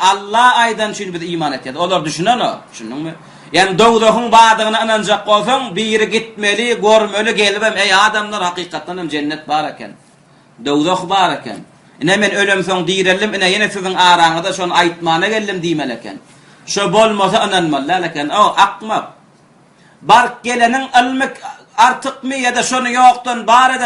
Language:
Turkmen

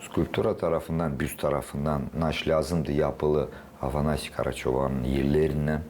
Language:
Gagauz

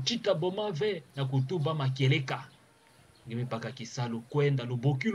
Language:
Kituba (Democratic Republic of Congo)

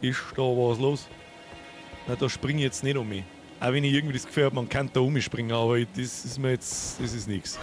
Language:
Bavarian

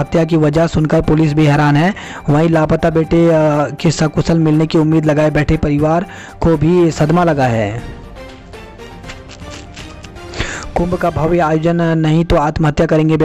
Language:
Hindi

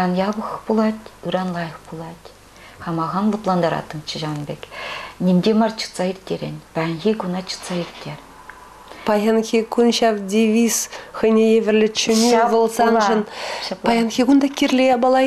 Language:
Chuvash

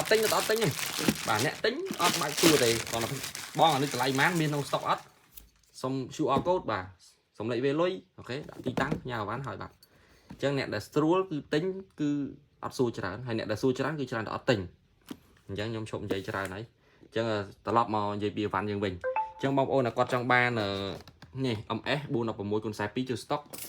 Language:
Khmer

